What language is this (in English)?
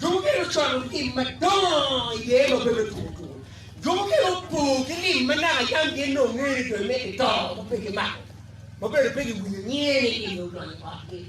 Acoli